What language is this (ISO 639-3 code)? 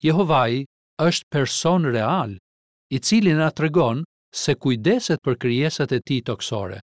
sqi